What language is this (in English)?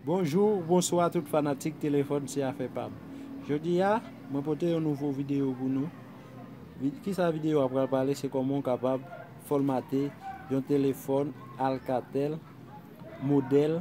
Haitian Creole